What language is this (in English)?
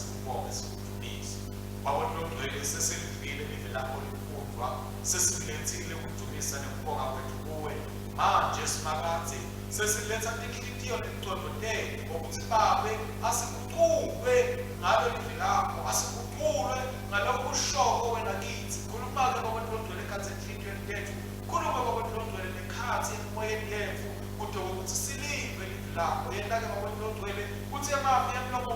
Swati